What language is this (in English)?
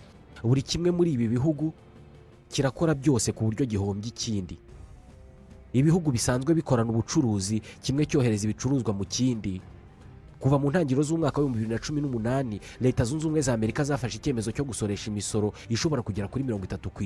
Kinyarwanda